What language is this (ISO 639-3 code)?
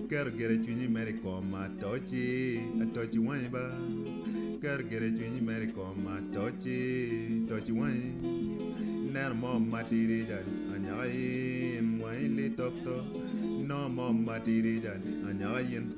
ach